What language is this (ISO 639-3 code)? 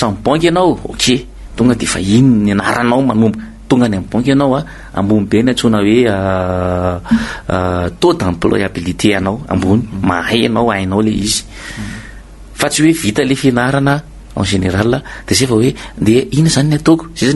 mlg